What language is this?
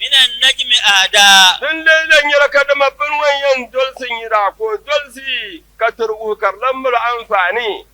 Dagbani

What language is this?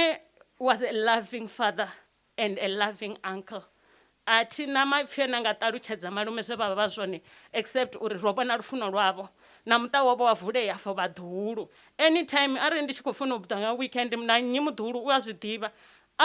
Venda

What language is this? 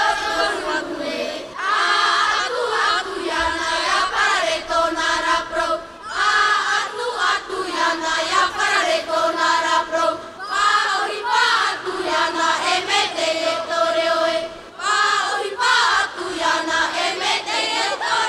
Tahitian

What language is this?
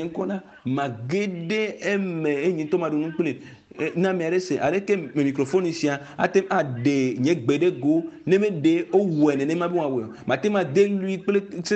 Ewe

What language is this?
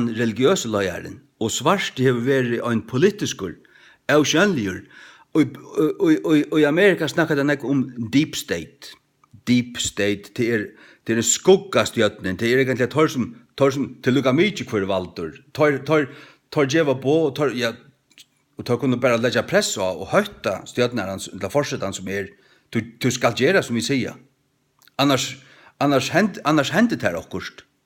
Faroese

